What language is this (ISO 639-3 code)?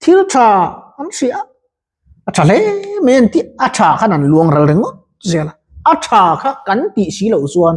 lus